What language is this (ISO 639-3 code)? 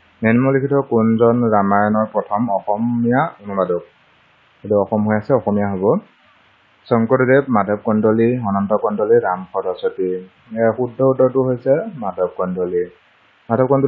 asm